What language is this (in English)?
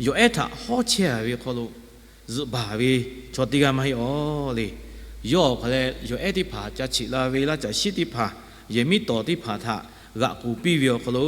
Lahu